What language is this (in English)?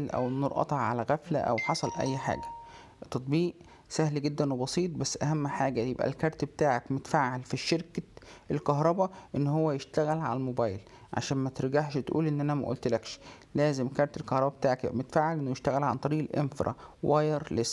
Egyptian Arabic